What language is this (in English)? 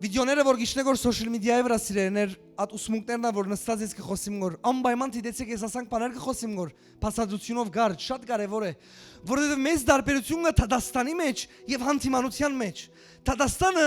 Western Armenian